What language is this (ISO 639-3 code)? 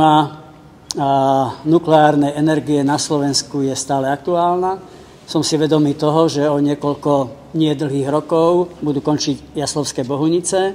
slk